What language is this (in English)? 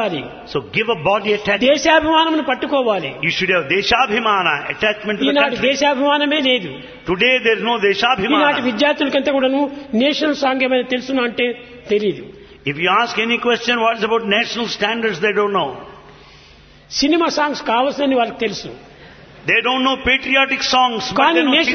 Telugu